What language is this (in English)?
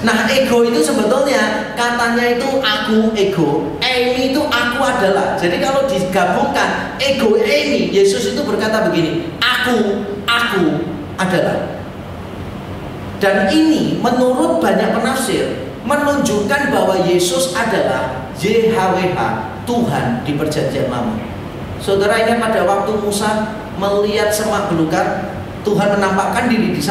Indonesian